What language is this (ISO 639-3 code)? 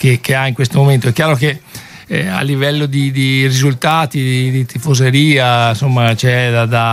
ita